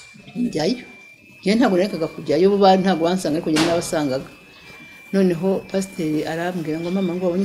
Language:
Kinyarwanda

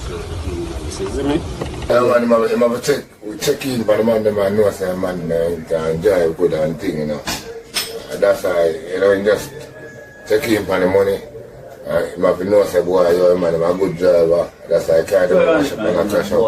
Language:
Jamaican Creole English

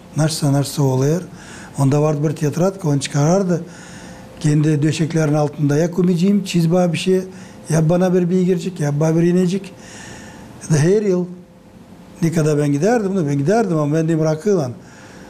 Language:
Gagauz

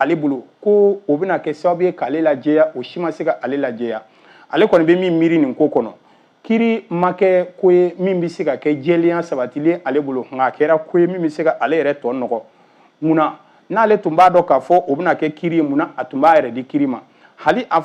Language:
Bambara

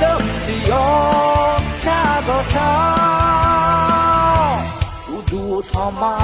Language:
Akha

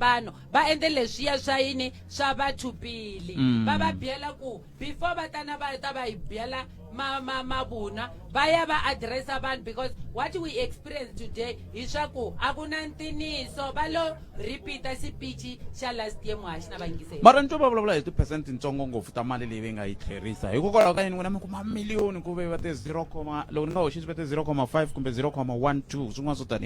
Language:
Tsonga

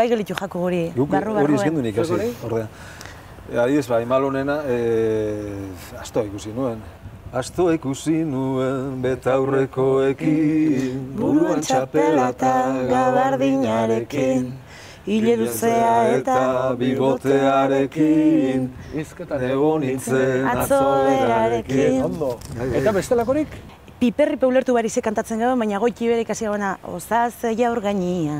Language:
Basque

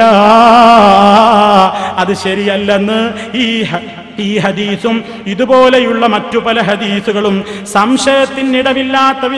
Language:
Malayalam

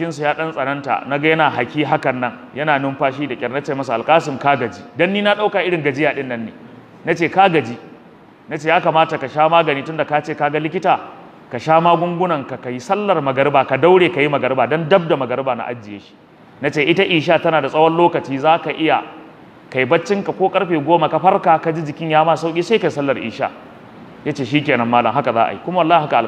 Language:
Hausa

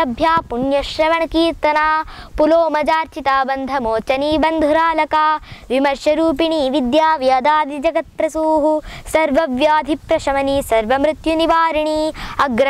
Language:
Sanskrit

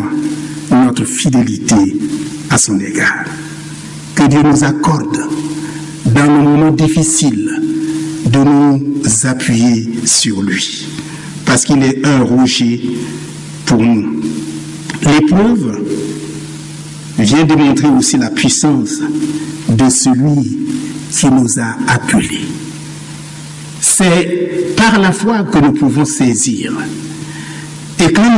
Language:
French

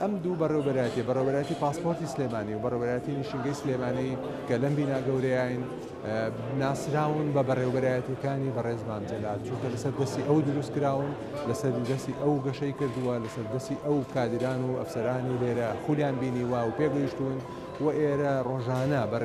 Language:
Central Kurdish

